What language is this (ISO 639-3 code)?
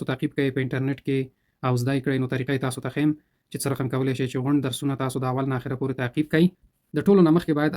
pus